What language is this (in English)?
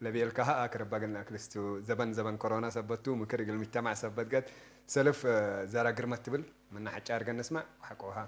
Tigre